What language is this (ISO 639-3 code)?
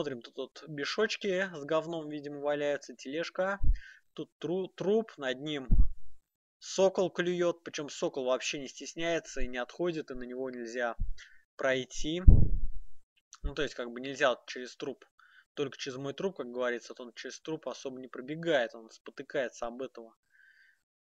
rus